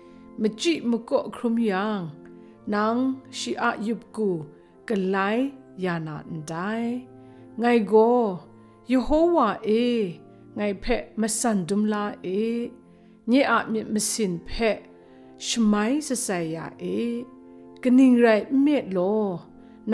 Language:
Kachin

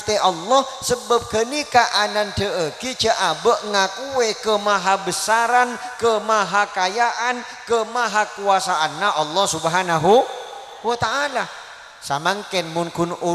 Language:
Madurese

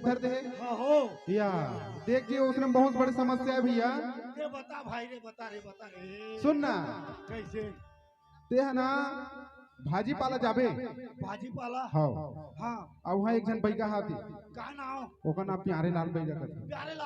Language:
Chhattisgarhi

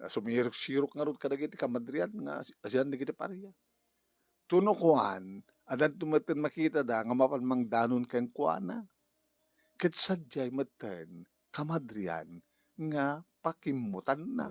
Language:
Iloko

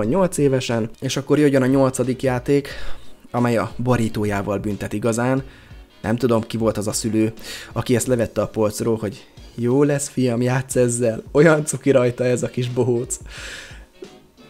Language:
Hungarian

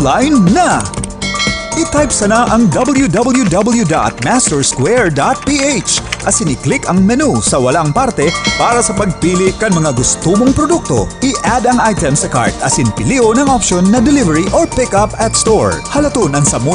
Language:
Bikol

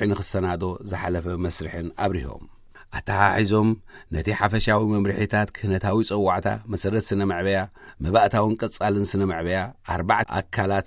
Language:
Tigrinya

